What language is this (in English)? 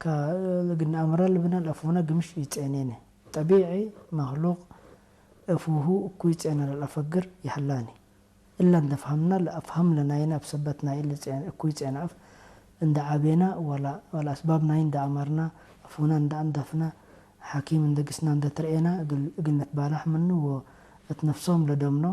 Tigre